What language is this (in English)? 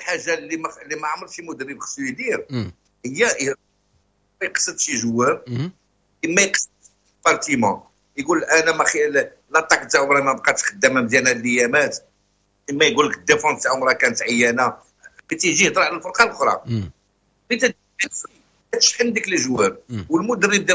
Moroccan Arabic